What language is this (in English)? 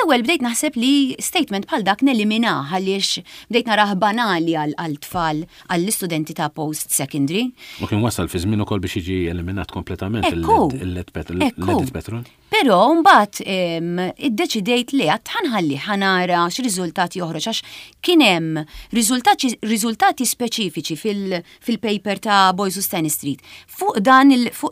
Maltese